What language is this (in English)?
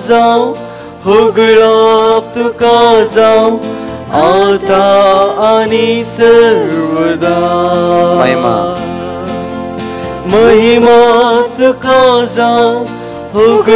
Konkani